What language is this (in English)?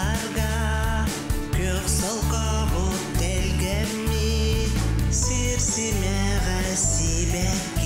Yakut